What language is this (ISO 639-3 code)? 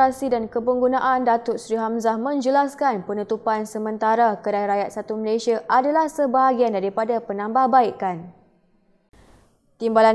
msa